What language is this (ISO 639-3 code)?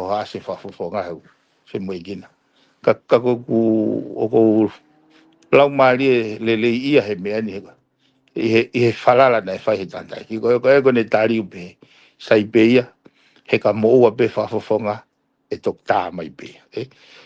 ton